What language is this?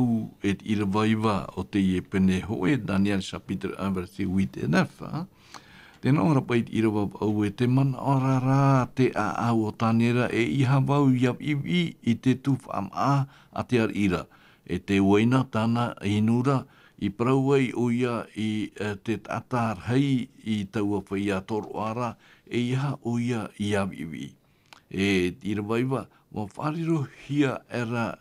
Tahitian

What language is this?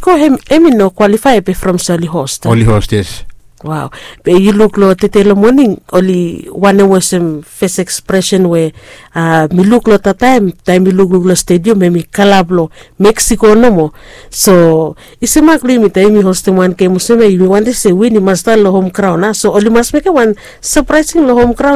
Bislama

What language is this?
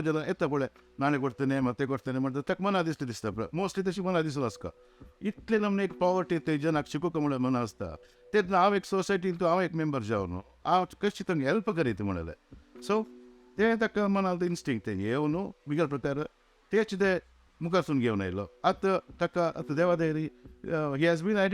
Konkani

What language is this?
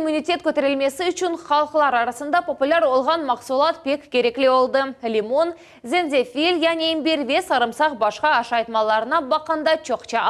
Crimean Tatar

